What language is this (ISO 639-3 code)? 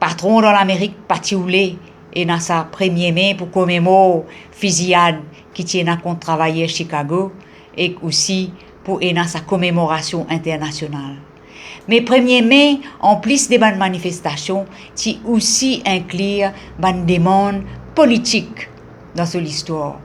mfe